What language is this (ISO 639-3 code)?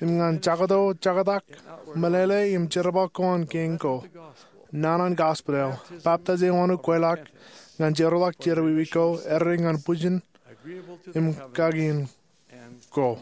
mah